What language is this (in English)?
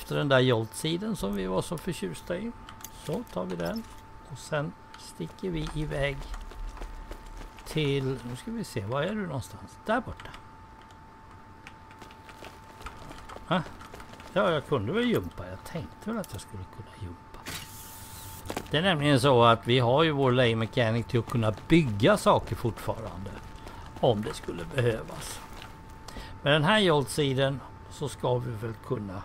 Swedish